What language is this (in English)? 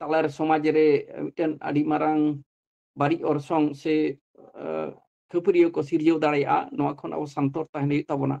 Santali